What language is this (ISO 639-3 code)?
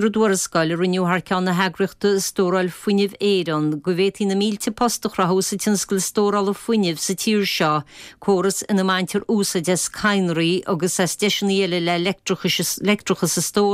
gle